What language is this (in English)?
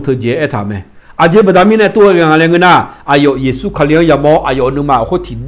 Akha